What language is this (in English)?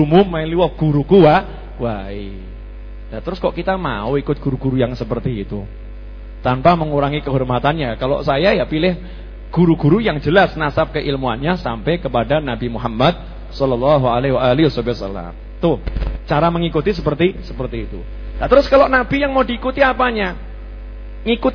Indonesian